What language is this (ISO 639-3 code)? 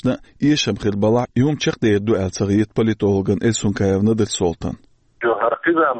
che